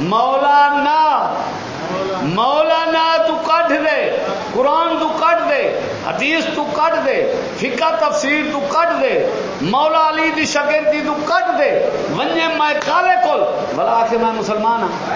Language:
Saraiki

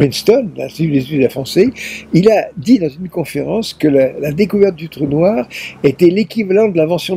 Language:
French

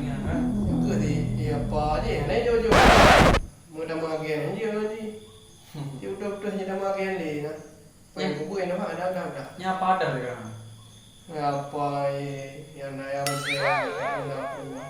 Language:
Achinese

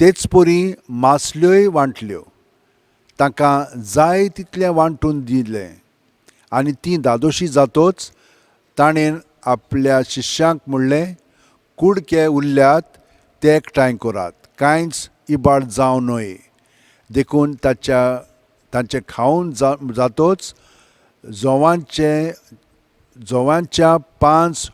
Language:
Konkani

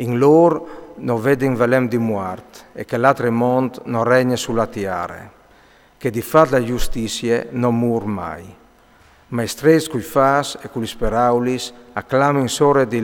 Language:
Friulian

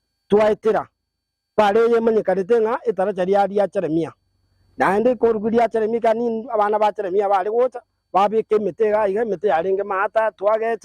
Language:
Gusii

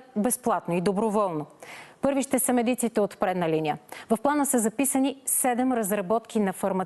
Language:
Bulgarian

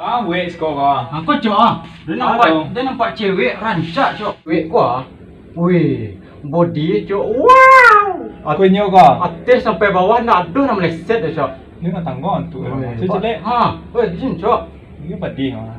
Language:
Minangkabau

